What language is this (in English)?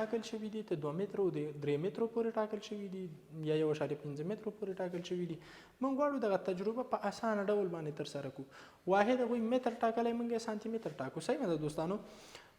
Pashto